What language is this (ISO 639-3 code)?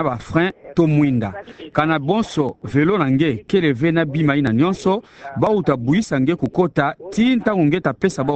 ktu